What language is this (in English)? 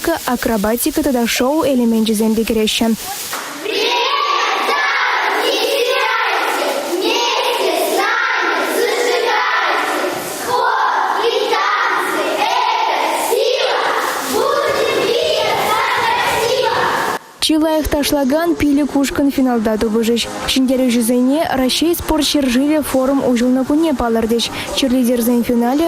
Chuvash